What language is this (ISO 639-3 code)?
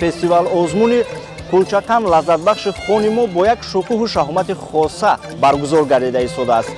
tgk